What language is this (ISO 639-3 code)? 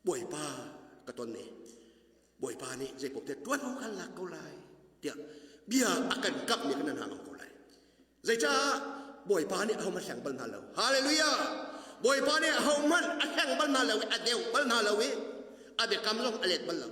cnh